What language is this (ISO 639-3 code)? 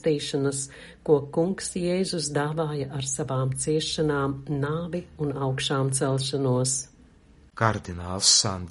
lav